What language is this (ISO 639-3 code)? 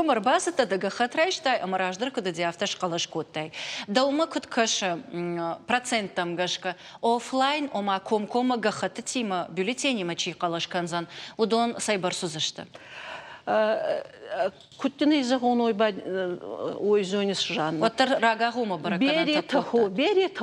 oss